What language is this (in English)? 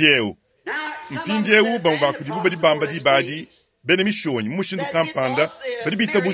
Luba-Lulua